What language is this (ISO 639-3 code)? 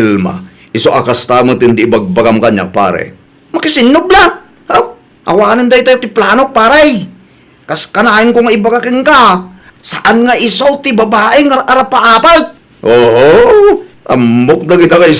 ilo